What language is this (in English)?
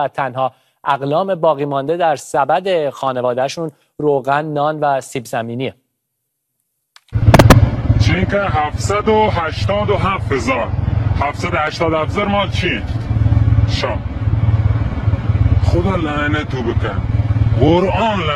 Persian